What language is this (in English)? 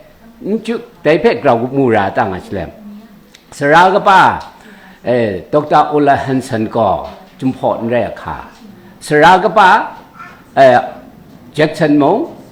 Kachin